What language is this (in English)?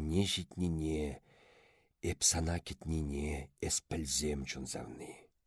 Chuvash